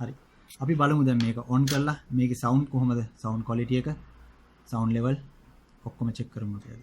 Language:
Sinhala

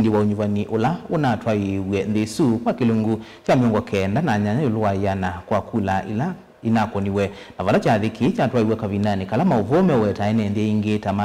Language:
Kamba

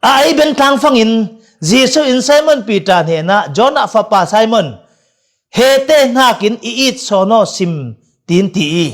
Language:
Falam Chin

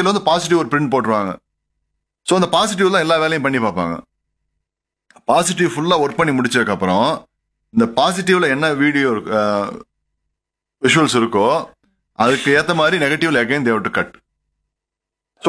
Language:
Tamil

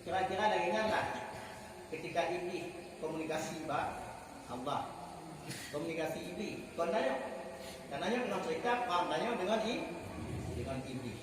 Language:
Achinese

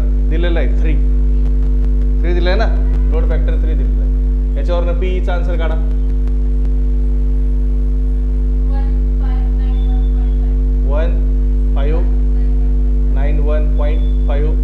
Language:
Marathi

